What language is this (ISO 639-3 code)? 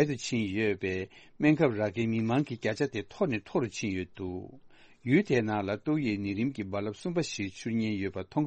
bod